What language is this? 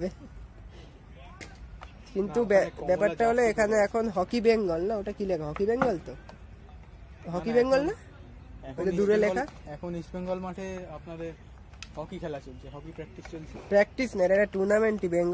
Bangla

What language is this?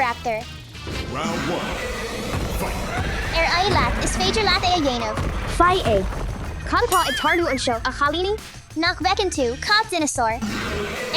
Irish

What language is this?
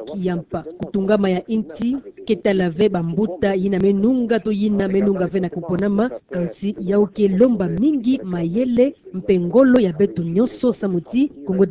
Kituba (Democratic Republic of Congo)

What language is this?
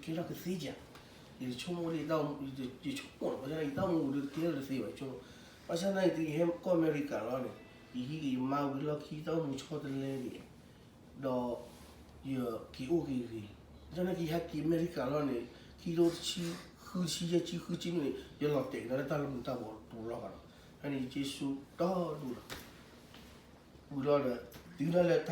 S'gaw Karen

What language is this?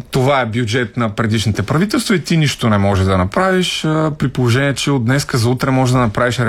Bulgarian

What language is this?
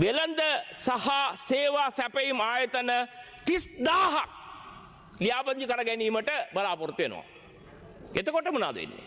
Sinhala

